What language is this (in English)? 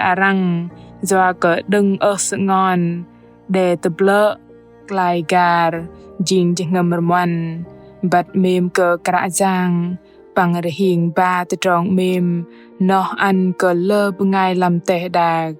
Bahnar